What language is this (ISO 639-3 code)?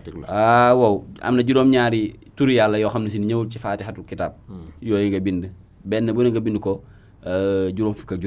wol